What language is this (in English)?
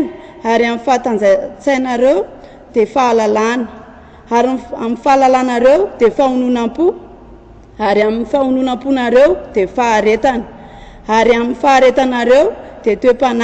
Malagasy